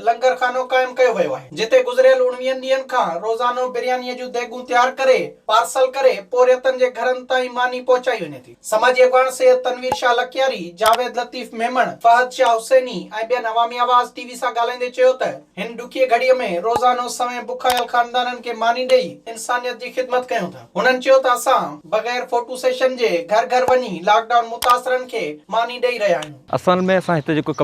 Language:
Sindhi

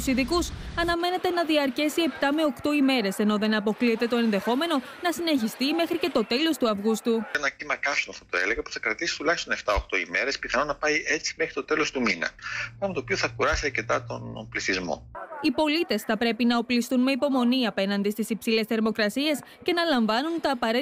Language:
Greek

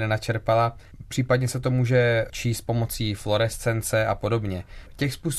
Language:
Czech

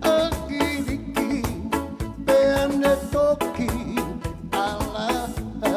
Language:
Tongan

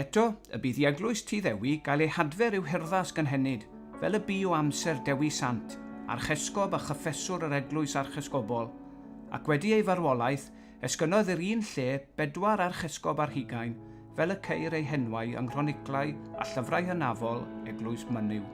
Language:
Welsh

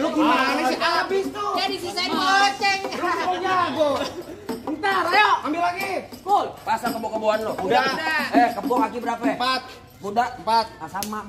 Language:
Betawi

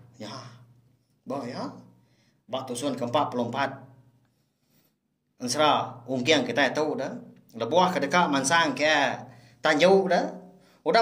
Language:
Iban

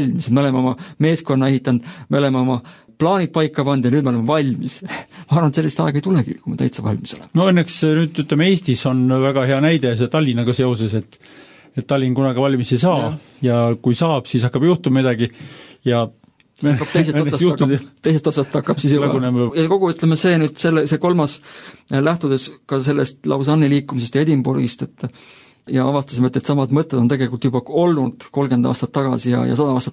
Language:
Estonian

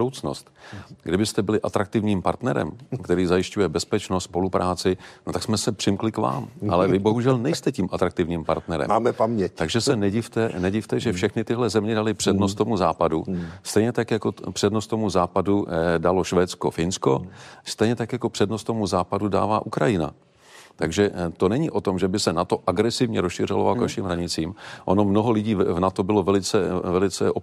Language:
Czech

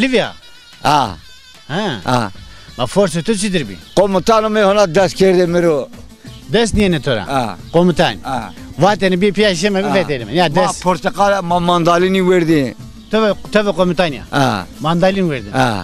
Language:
Zaza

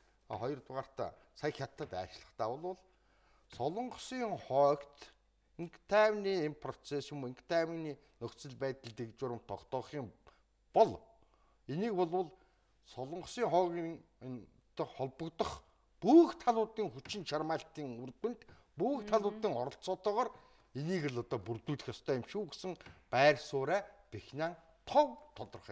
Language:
Mongolian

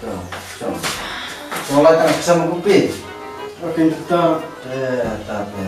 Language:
Khasi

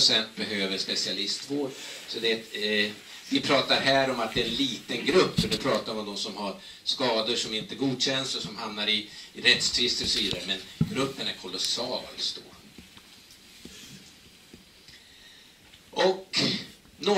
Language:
Swedish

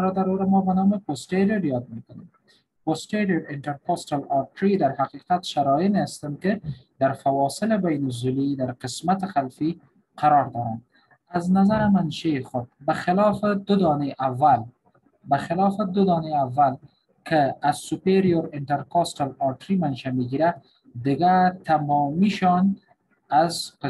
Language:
Persian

